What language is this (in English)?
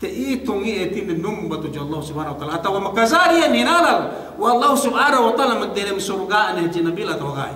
Yakan